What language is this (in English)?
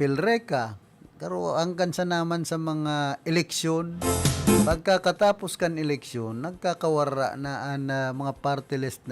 Bikol